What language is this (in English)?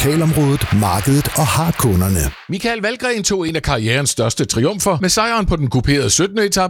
Danish